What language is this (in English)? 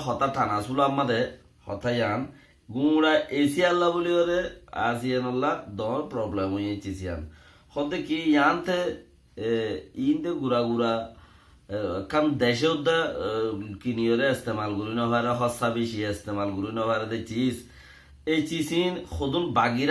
Rohingya